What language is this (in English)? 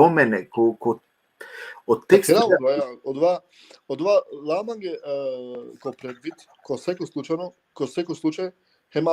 Balkan Romani